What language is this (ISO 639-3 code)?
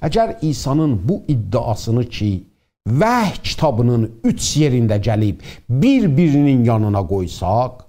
azb